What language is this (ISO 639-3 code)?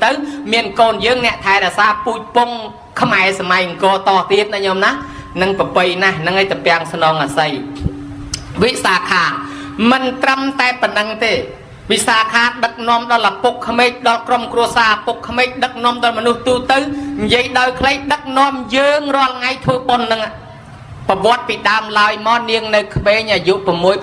khm